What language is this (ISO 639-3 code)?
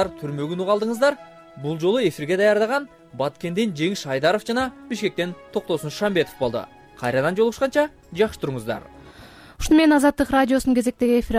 kir